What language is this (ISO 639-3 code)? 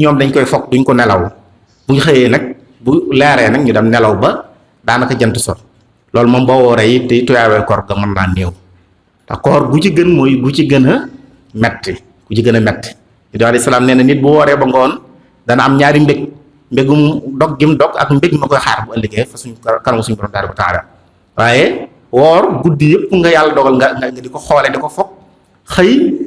wol